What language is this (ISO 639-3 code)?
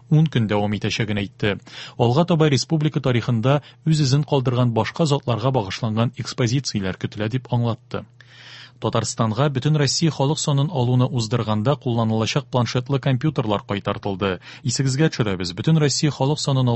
tat